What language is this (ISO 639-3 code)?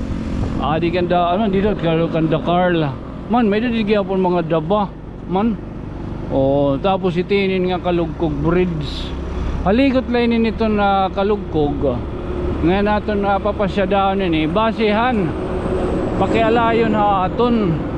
war